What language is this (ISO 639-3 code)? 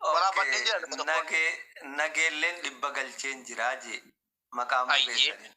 orm